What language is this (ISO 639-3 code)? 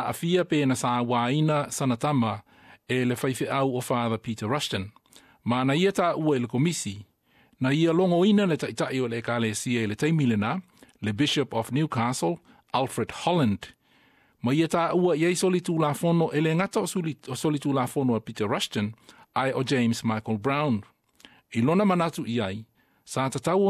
smo